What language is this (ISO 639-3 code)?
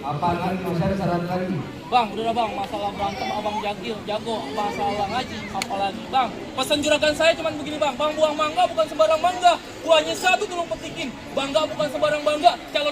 bew